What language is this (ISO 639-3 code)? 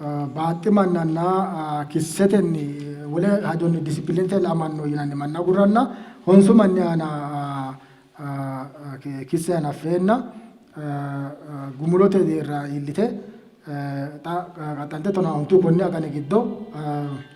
sid